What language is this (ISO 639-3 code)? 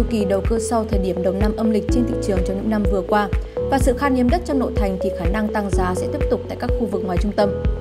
vie